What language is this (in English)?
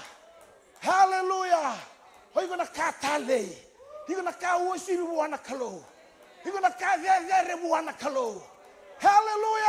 Fijian